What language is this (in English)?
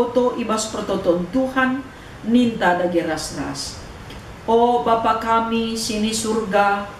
Batak Karo